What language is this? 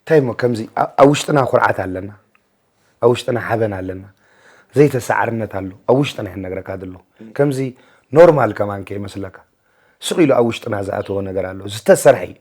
Tigrinya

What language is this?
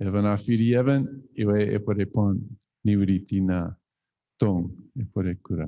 Chuukese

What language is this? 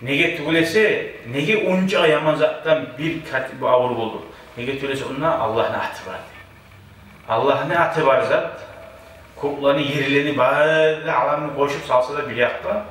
Kumyk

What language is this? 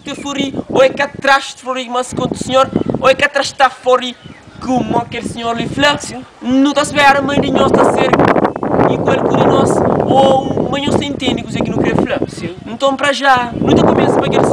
Kabuverdianu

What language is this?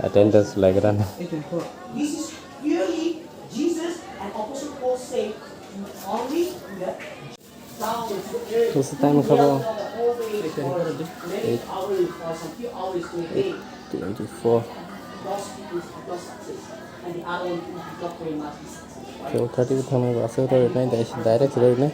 Kok Borok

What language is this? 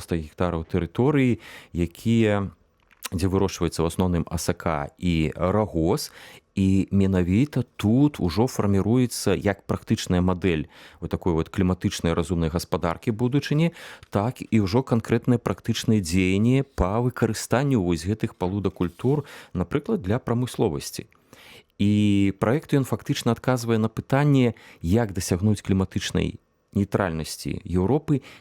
Belarusian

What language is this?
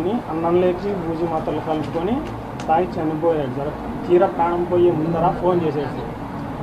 Telugu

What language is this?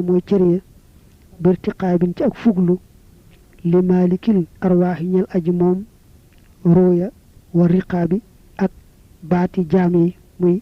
Wolof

